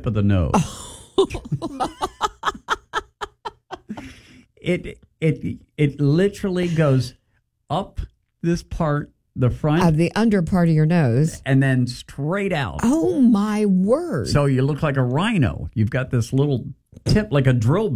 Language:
English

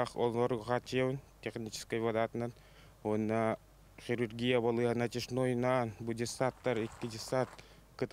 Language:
Yakut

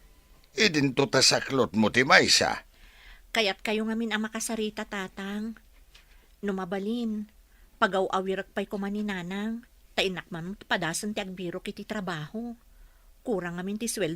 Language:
Iloko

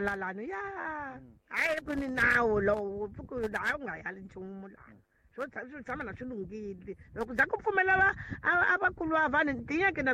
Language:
Tsonga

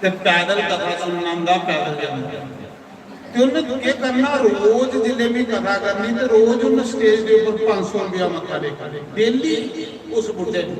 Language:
Dogri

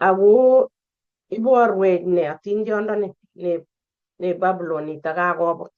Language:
Kalenjin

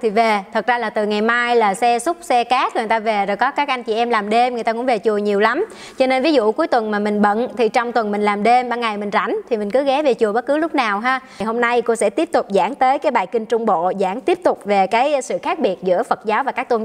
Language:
Vietnamese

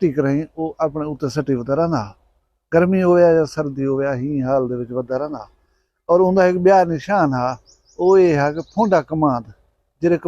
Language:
Saraiki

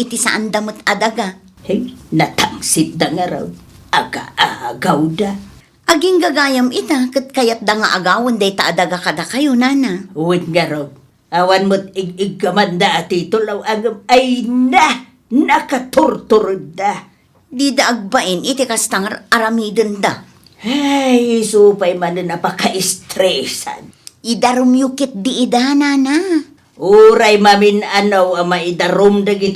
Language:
Iloko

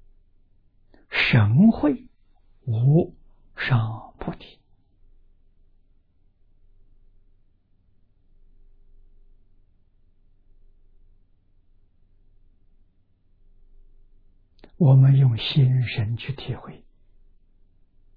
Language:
Chinese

